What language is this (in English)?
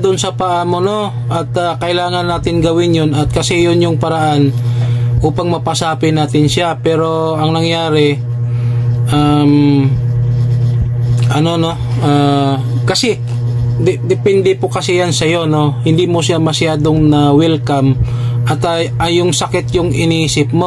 Filipino